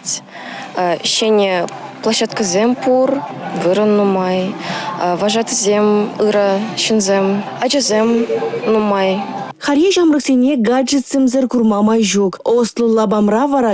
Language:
Chuvash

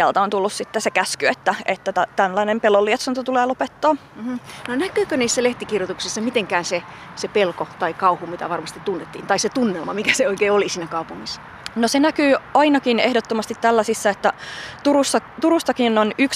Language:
Finnish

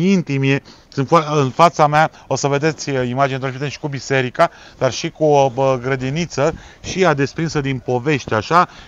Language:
Romanian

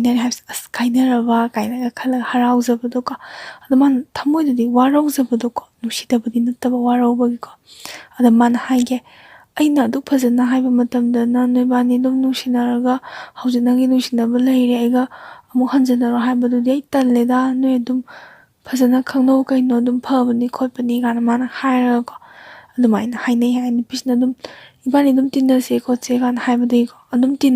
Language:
Manipuri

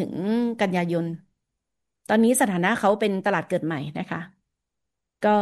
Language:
Thai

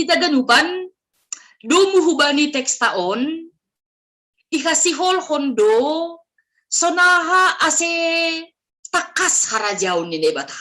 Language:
Batak Simalungun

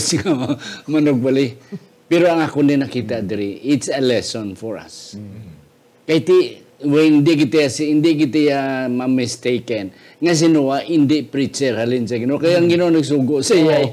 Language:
Hiligaynon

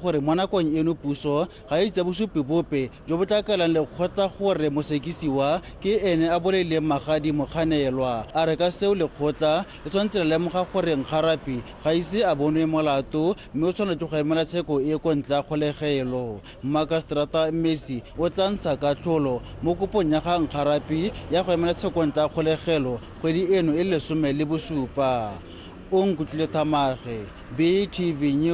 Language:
Tswana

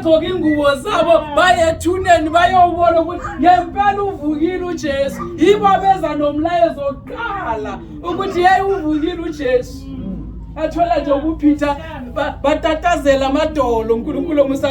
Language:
Zulu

